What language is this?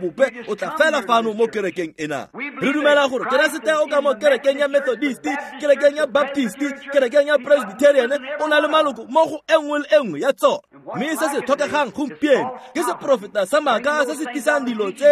Tswana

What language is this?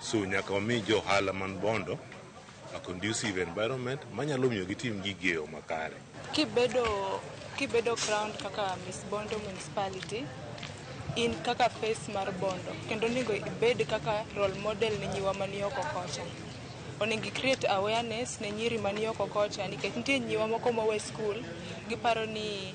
Luo (Kenya and Tanzania)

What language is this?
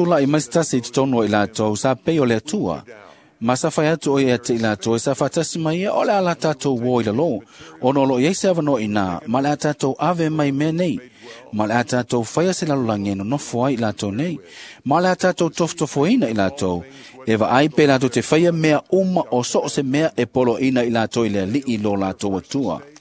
Samoan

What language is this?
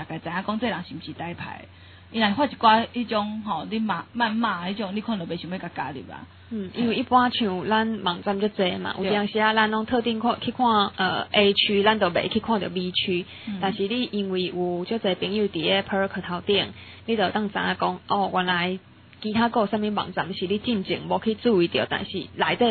Min Nan Chinese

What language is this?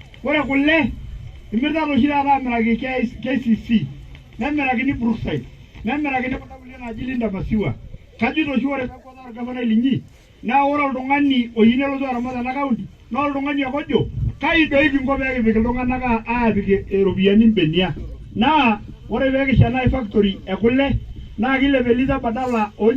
Masai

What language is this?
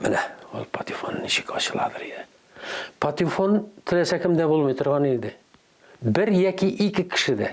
Tatar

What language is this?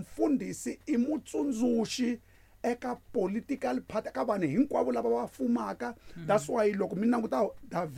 Tsonga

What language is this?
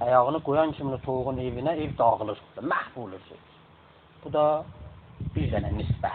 South Azerbaijani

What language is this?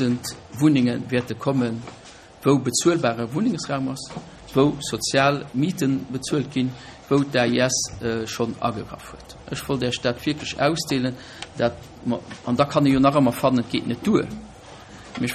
Luxembourgish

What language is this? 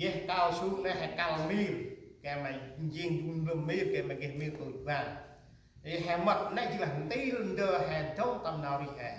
Central Mnong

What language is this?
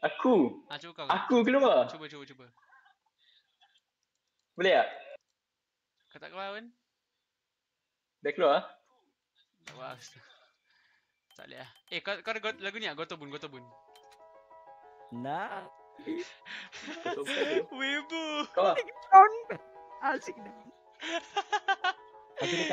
Malay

